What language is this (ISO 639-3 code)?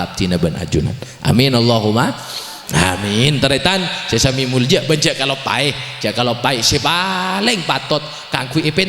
mad